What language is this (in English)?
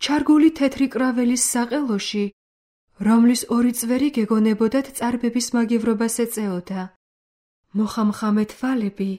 Georgian